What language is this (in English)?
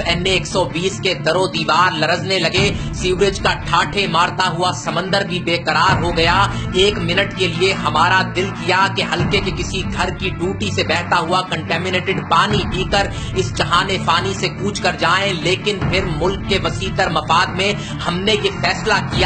Urdu